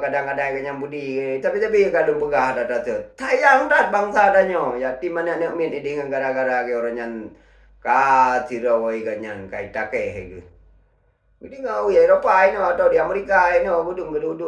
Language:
Achinese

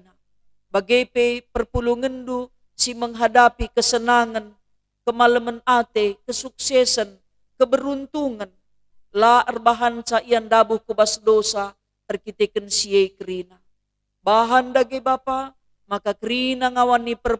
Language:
Batak Karo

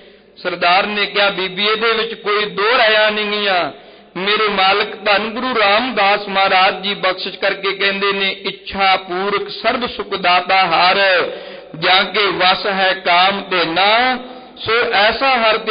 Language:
Punjabi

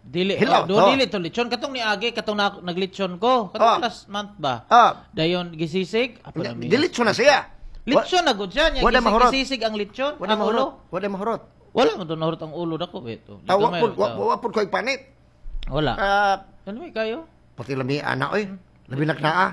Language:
Cebuano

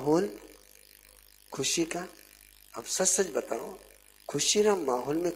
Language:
Hindi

